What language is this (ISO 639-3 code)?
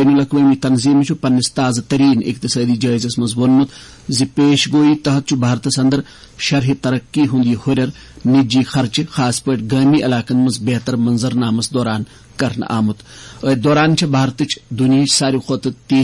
kas